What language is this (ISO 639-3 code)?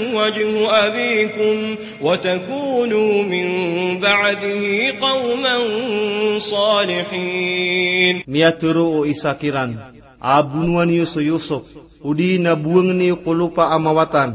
mrw